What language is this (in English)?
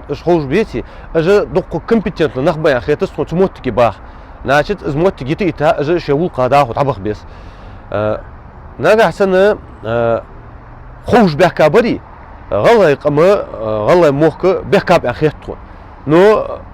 Ingush